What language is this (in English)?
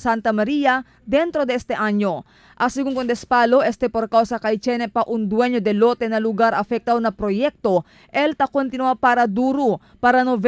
Chavacano